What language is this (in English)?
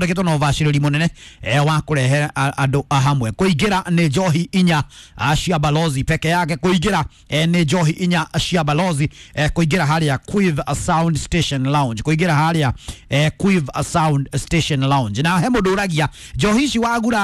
Kikuyu